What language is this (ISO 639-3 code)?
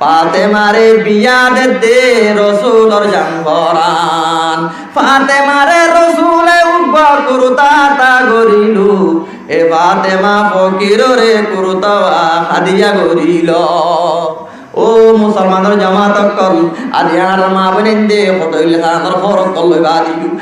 rhg